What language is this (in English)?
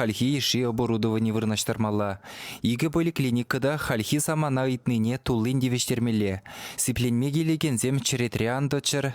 Chuvash